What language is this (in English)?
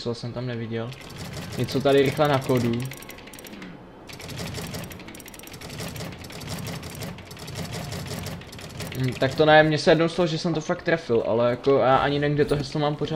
Czech